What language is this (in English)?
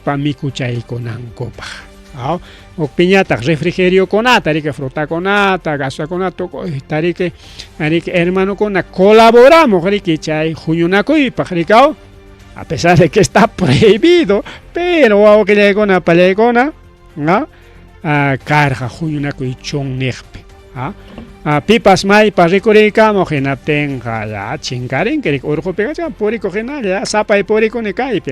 Ayacucho Quechua